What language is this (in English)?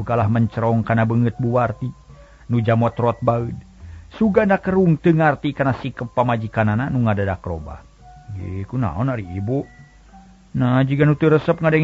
Sundanese